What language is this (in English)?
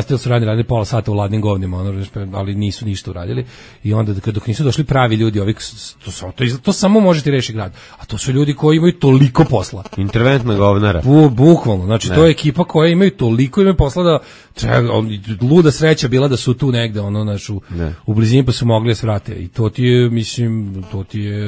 Serbian